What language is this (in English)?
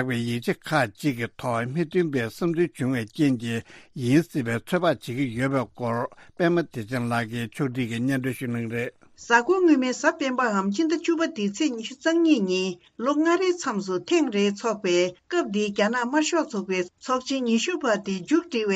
Tibetan